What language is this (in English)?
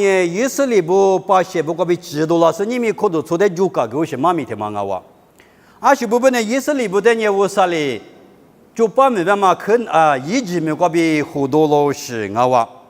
Lisu